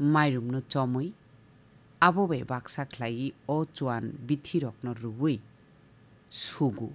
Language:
Kok Borok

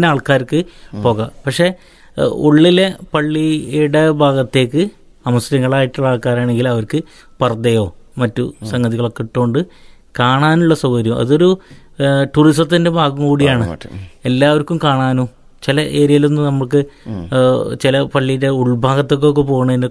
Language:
Malayalam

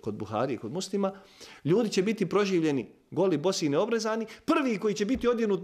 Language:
Bosnian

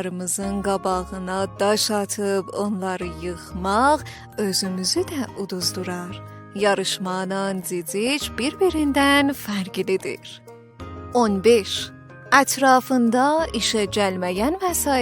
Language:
South Azerbaijani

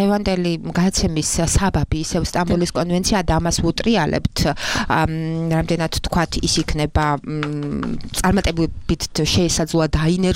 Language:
Georgian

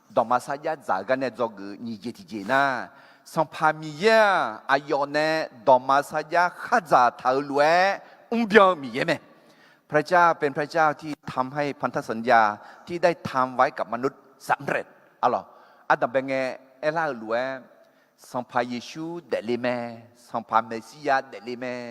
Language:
Akha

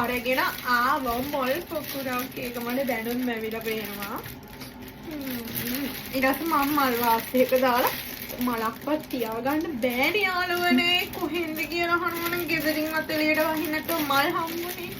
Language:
Sinhala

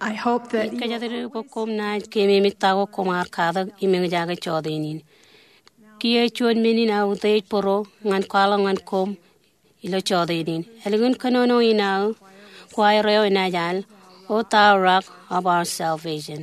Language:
Marshallese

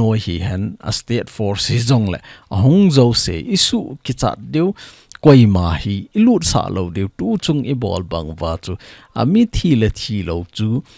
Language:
Thado Chin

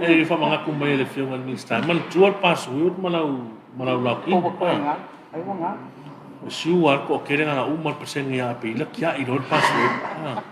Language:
Samoan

